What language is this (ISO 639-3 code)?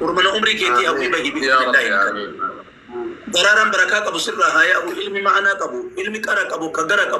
orm